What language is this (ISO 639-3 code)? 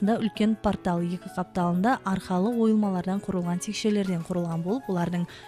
kaa